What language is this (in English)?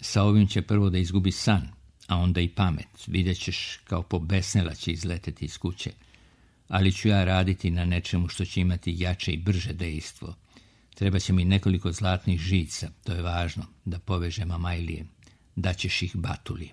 Serbian